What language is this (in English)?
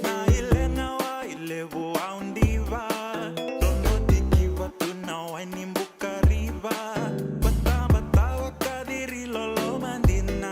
Fijian